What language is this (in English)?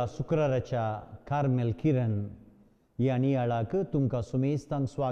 Konkani